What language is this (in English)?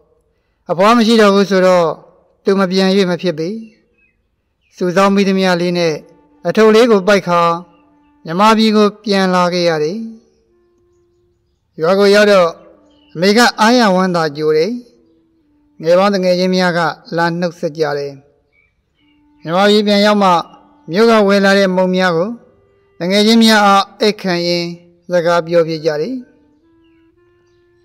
Burmese